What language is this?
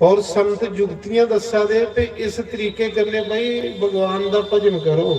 Dogri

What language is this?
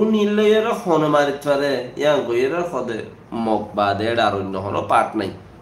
Rohingya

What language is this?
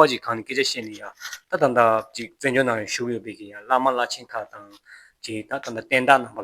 Tibetan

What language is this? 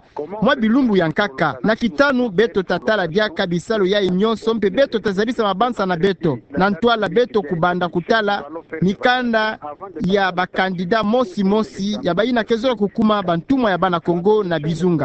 Kituba (Democratic Republic of Congo)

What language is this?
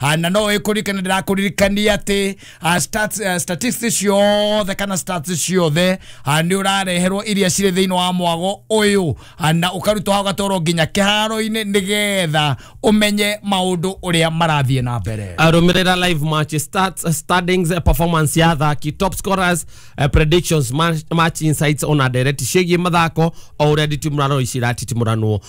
Kikuyu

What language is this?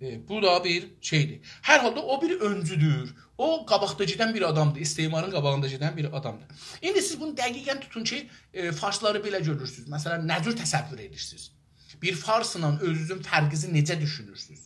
South Azerbaijani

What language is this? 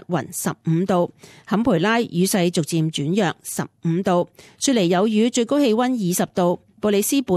Cantonese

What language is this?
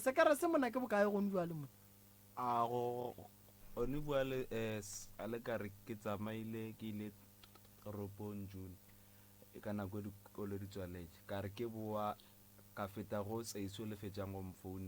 Northern Sotho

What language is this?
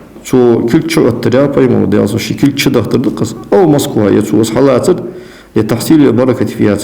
Ingush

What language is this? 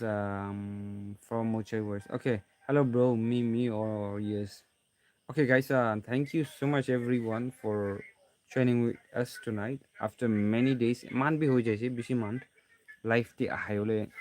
Naga Pidgin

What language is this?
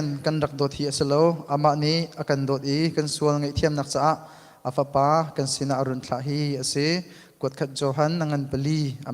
Hakha Chin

